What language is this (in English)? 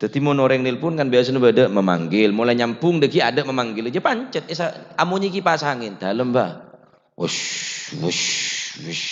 Madurese